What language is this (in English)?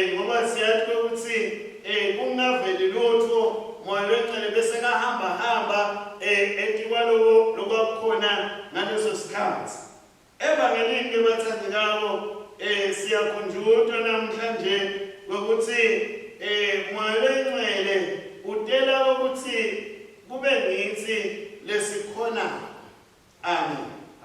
Swati